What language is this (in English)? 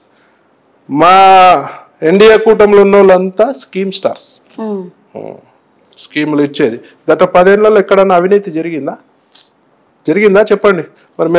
Telugu